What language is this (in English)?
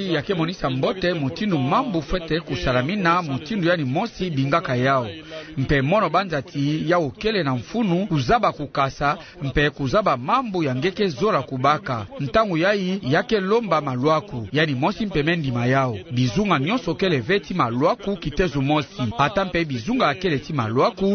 Kituba (Democratic Republic of Congo)